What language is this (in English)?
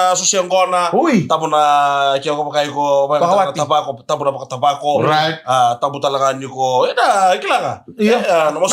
Fijian